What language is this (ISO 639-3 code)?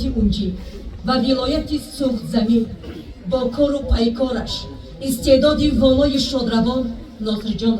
tgk